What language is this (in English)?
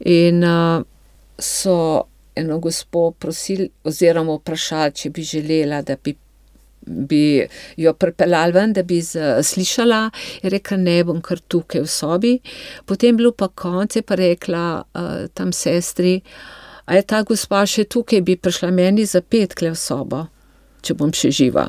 Slovenian